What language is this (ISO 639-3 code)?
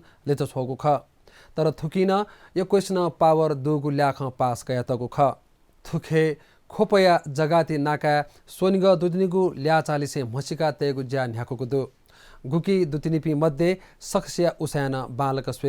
new